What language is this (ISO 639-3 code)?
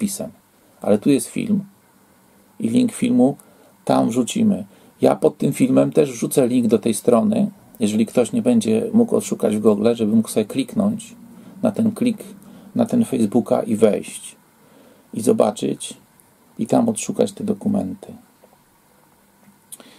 pol